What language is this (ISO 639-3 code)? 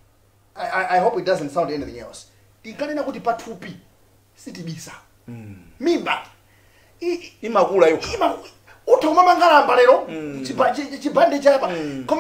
nya